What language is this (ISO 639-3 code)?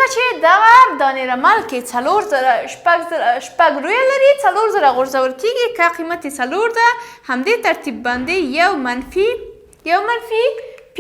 pus